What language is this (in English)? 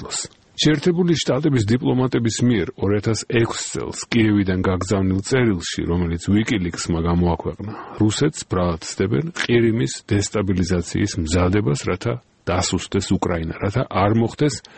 Georgian